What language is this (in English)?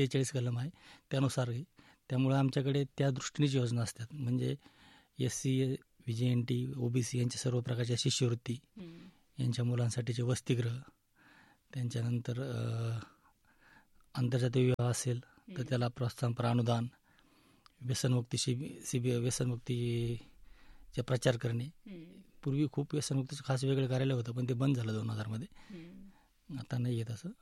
Marathi